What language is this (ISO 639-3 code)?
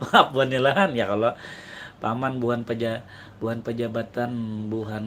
bjn